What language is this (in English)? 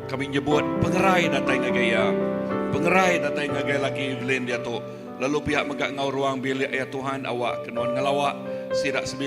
Iban